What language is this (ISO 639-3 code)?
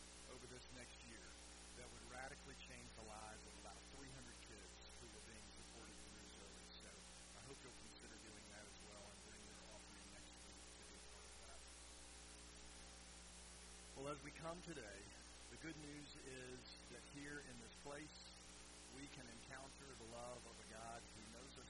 eng